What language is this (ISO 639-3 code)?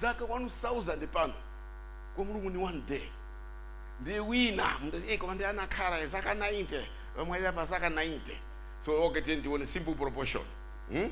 nya